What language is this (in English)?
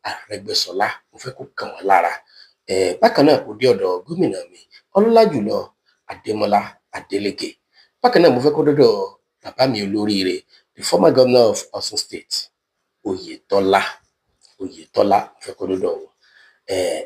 Yoruba